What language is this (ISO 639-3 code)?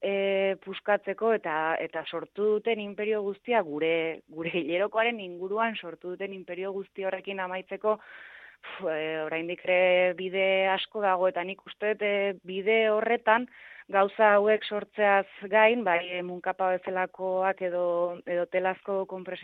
eus